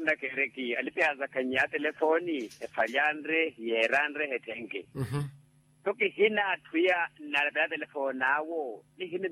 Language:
Makhuwa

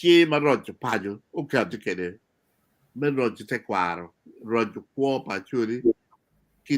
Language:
Acoli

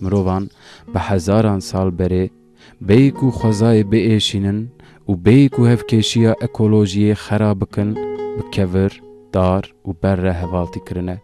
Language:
Kurdish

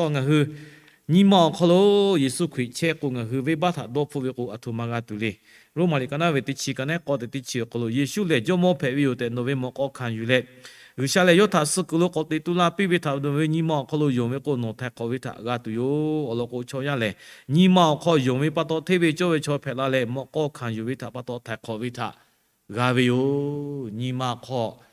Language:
Lahu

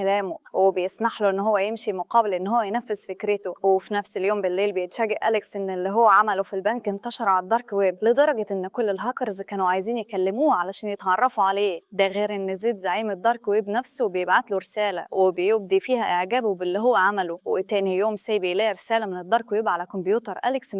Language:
Egyptian Arabic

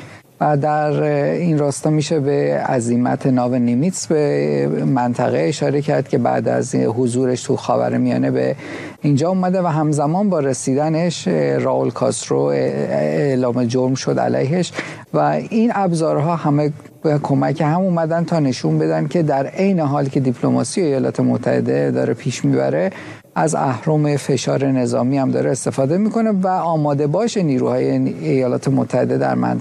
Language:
Persian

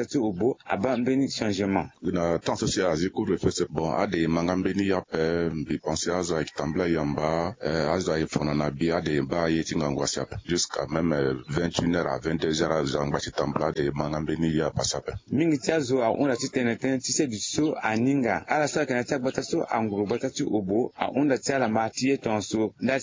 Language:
Sango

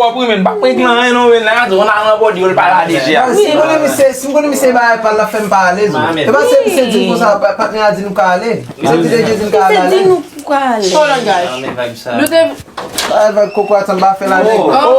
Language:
Haitian Creole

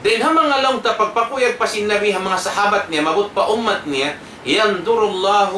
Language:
Tausug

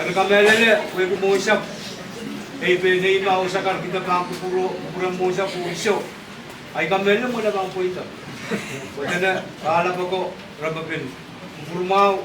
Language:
Pohnpeian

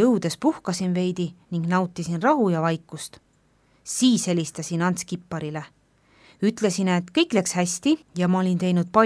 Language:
Estonian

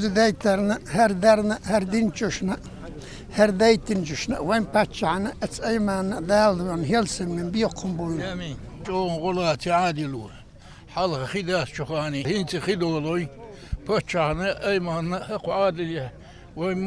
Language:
Chechen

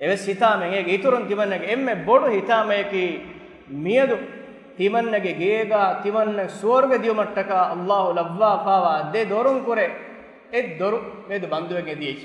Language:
Divehi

